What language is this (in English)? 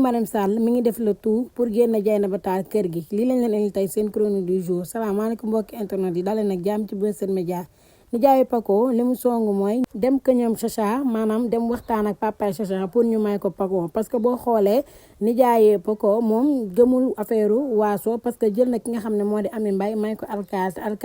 Wolof